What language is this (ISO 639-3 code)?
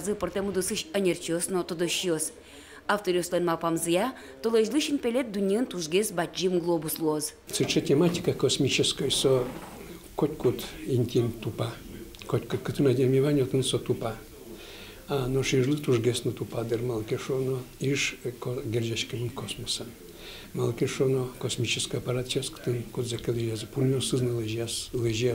udm